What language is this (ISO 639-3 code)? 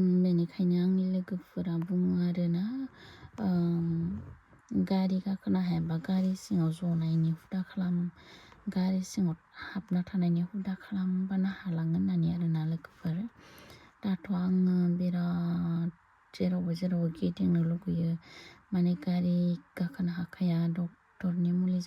brx